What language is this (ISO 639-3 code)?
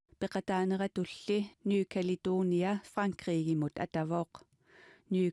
kal